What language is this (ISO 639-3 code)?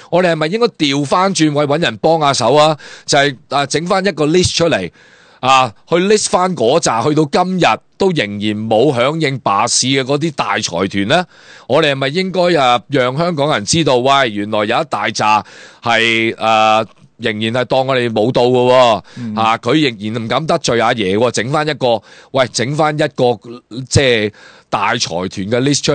yue